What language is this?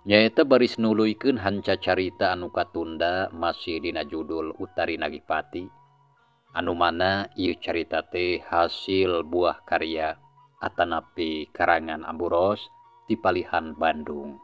Sundanese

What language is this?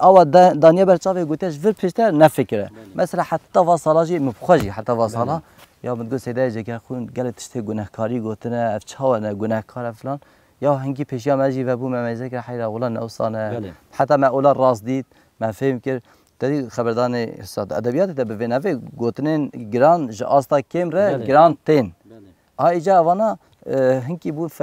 Kurdish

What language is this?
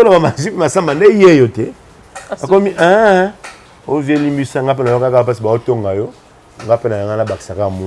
Lingala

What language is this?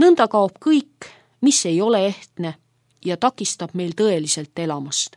Estonian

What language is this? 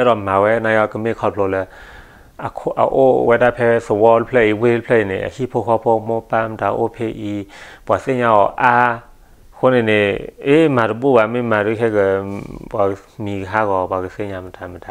S'gaw Karen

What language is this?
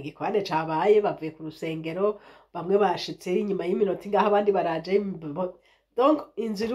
Rundi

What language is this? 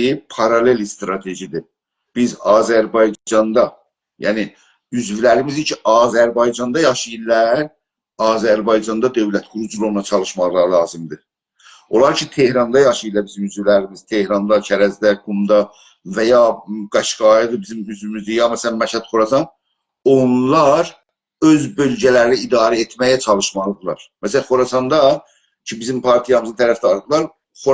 South Azerbaijani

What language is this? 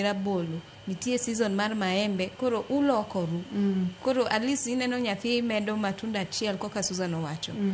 Luo (Kenya and Tanzania)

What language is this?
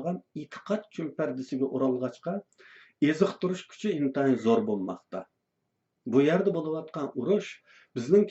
Uyghur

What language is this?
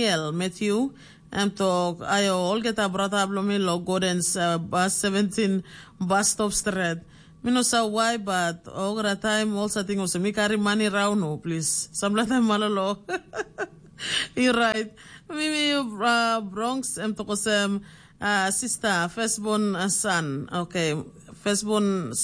Tok Pisin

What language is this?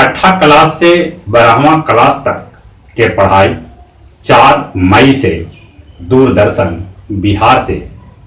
Magahi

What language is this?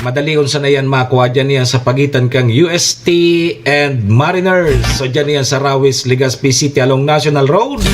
Bikol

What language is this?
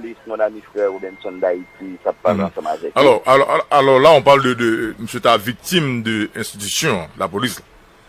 Haitian Creole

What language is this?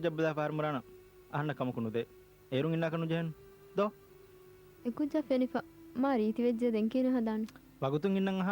Divehi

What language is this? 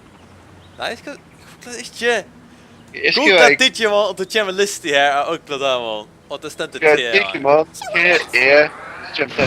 Faroese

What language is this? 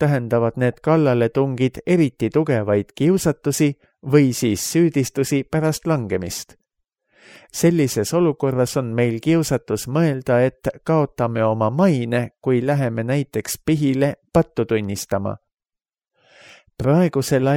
Estonian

